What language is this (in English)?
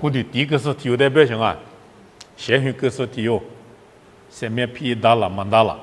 Lisu